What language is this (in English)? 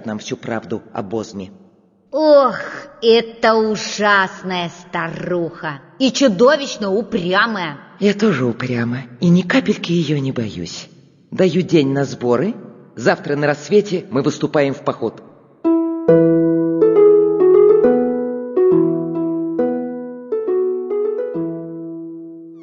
Russian